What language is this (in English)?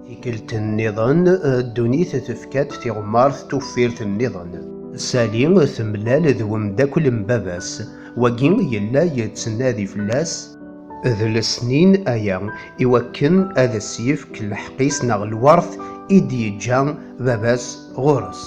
Kabyle